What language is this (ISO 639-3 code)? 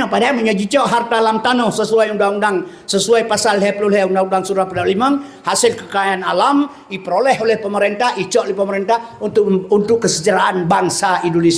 ace